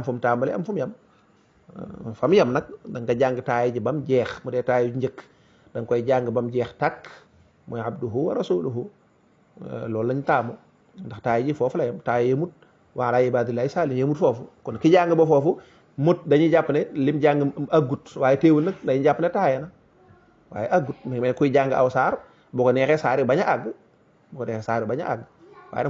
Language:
Wolof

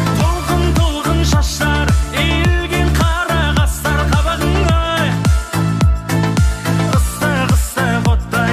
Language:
Kara-Kalpak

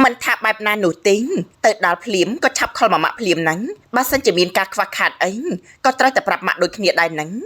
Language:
Khmer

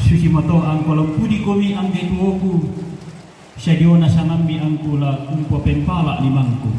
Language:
Toraja-Sa'dan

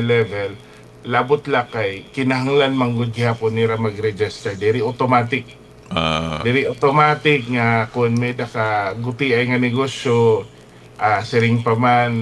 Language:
Waray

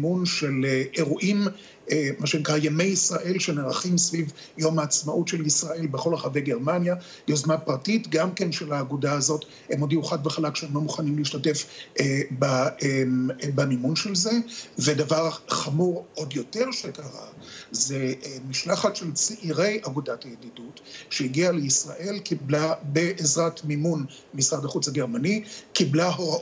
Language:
Hebrew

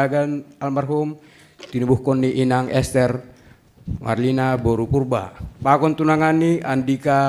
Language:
Batak Simalungun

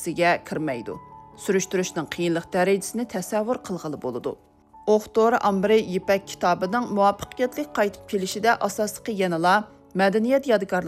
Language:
Uyghur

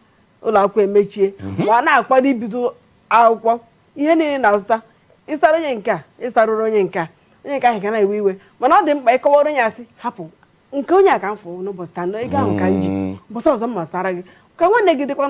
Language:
Igbo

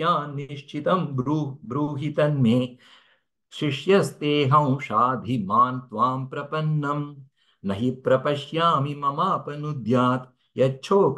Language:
Sanskrit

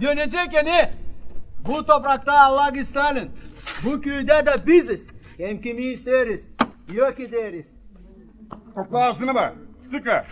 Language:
Gagauz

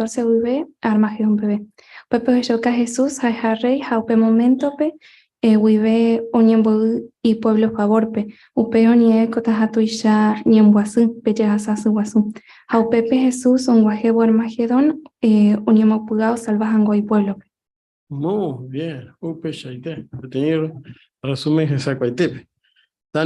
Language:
Guarani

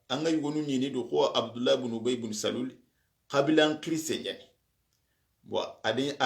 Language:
Soninke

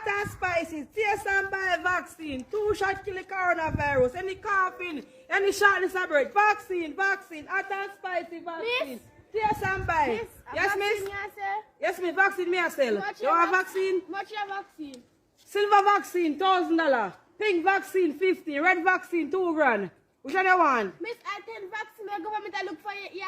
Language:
Jamaican Creole English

